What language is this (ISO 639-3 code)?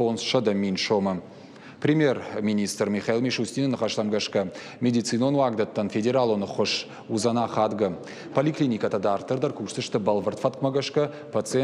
oss